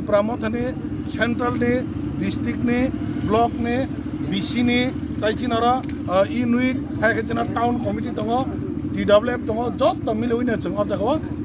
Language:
Kok Borok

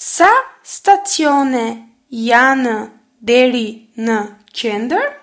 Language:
Albanian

